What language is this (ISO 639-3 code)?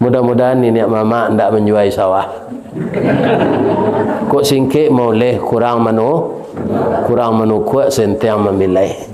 min